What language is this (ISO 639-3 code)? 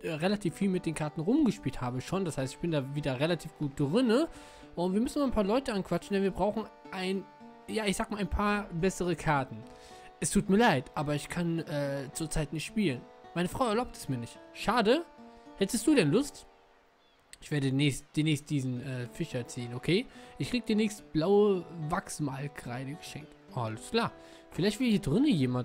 deu